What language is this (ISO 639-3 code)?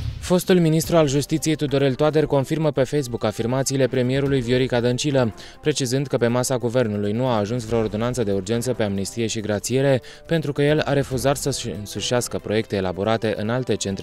ron